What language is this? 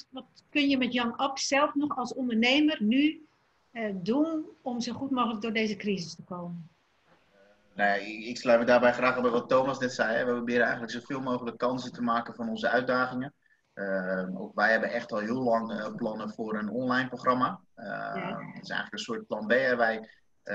Dutch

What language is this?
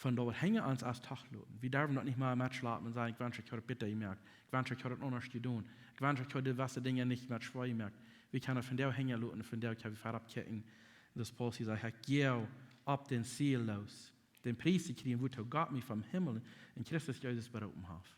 Plautdietsch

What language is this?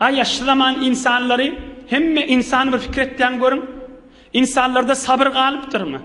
Turkmen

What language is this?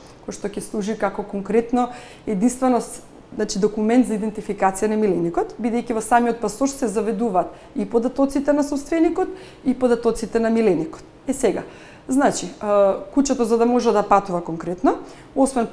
Macedonian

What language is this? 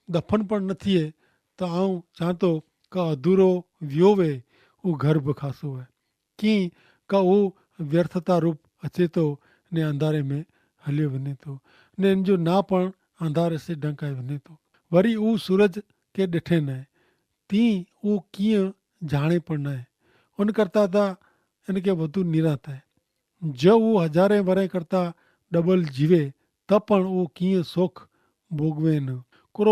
Kachhi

